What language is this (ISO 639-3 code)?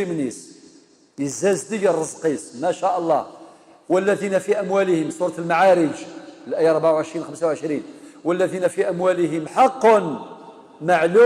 kab